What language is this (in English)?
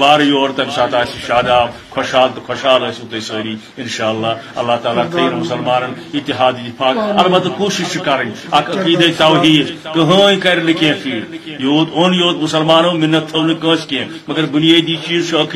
Kashmiri